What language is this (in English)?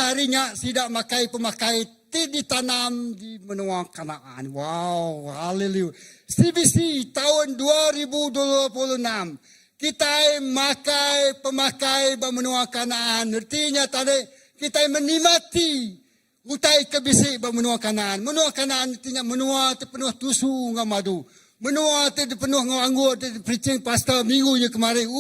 Iban